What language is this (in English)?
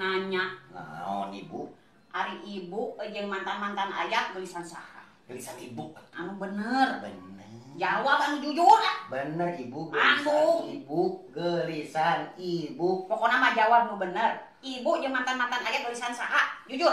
Sundanese